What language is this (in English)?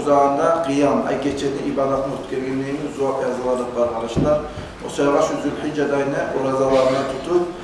Kumyk